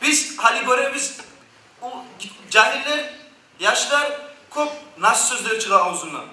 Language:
Kumyk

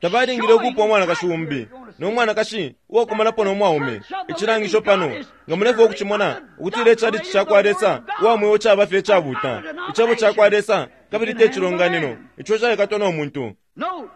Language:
Bemba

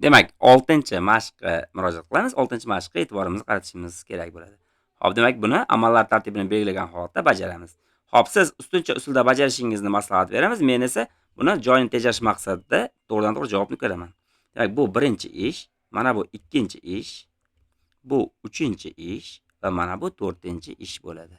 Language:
Uzbek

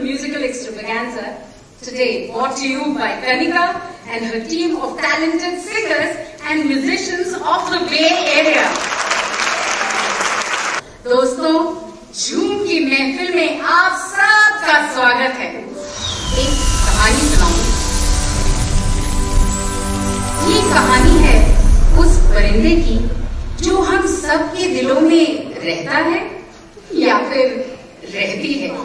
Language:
Hindi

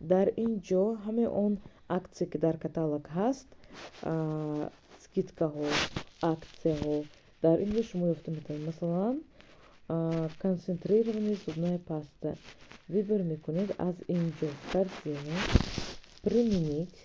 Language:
Tajik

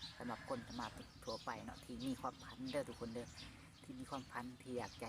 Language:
Lao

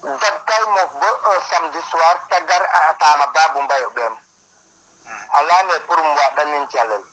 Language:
Serer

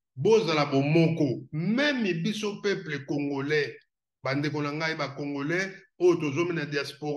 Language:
Lingala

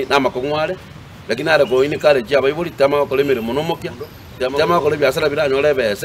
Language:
Gusii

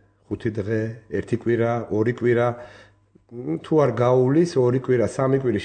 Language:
Georgian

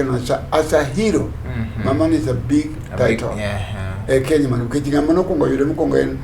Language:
Luo (Kenya and Tanzania)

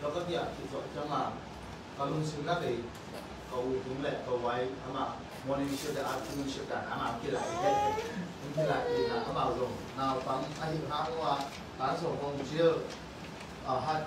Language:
Tedim Chin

